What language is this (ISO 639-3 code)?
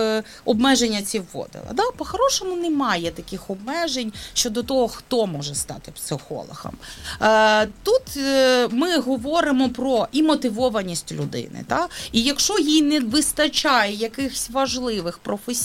ukr